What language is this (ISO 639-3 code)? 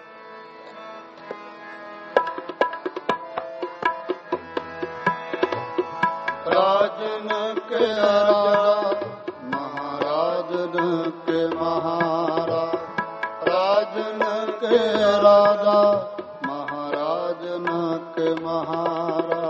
pan